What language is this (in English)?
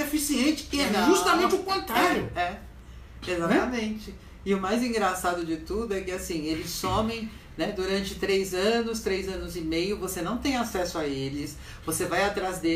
Portuguese